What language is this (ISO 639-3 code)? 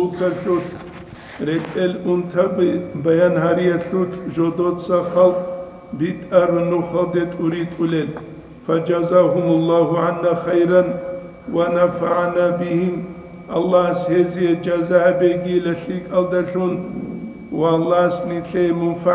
ava